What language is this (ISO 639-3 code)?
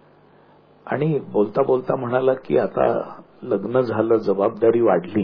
mar